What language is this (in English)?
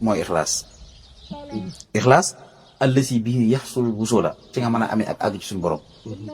Wolof